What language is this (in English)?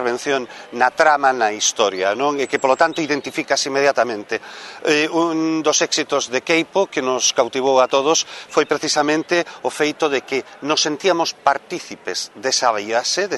Galician